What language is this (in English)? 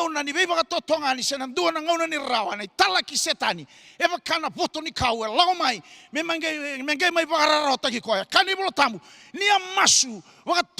Fijian